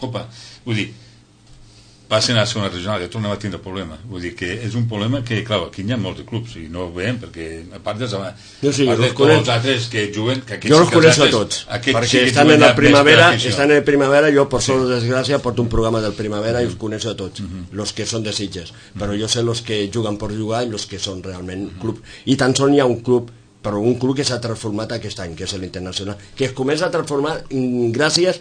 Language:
Catalan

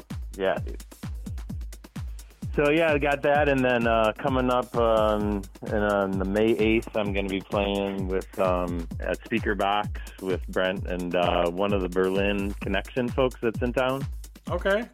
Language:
English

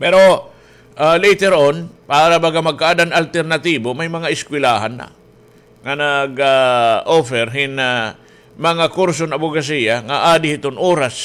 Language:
Waray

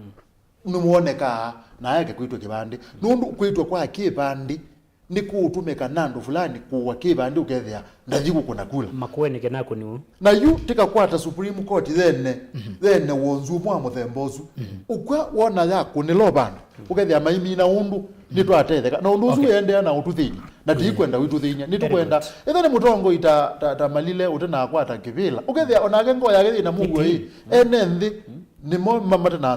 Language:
Kamba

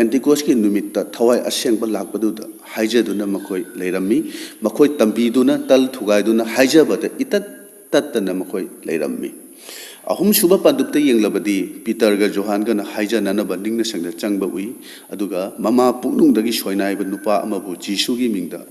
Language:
Manipuri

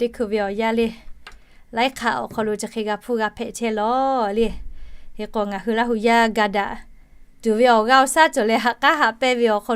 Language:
Lahu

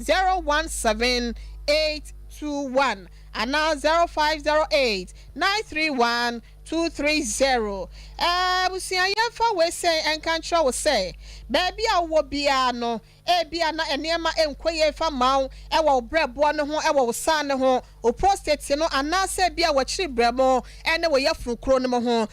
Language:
Akan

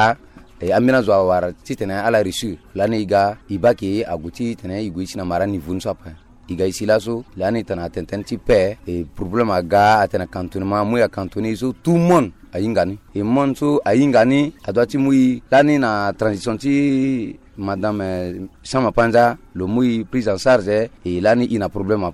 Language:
Sango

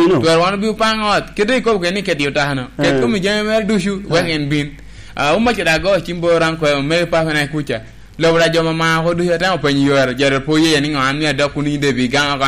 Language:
Lango (Uganda)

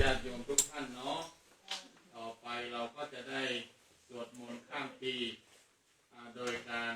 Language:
Pali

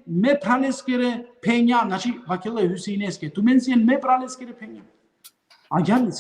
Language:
Balkan Romani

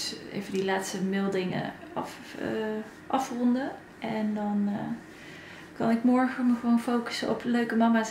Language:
Dutch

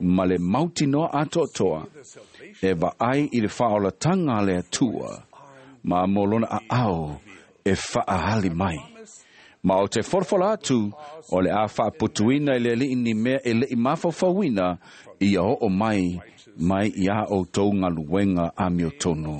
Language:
Samoan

